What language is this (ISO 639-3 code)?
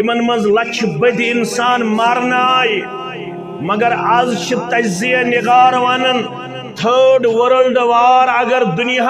kas